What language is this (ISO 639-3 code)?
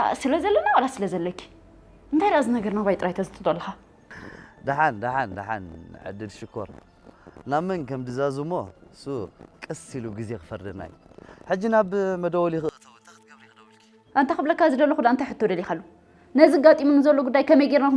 tir